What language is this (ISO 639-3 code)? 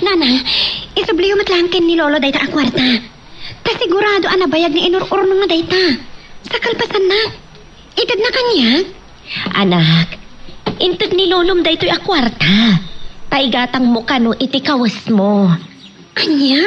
ilo